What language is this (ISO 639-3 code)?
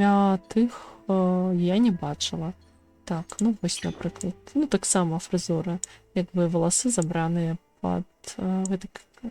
bel